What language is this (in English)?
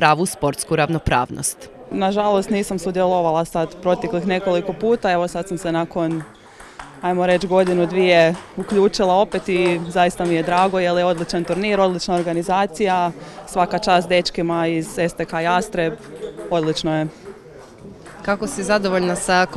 Croatian